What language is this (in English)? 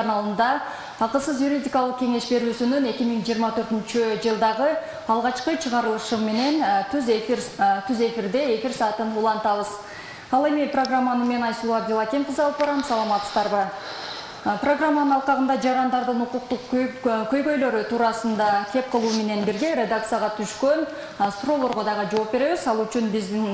Kyrgyz